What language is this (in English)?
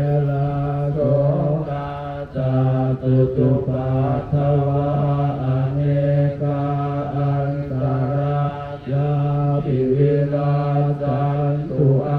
Pali